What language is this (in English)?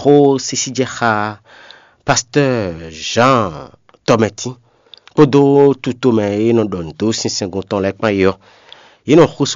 Fon